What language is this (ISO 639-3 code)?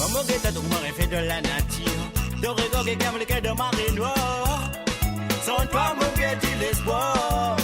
mfe